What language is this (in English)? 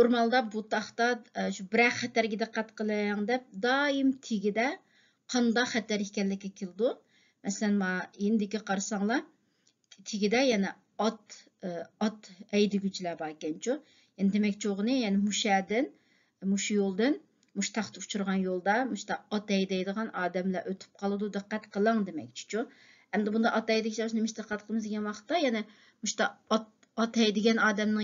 Uyghur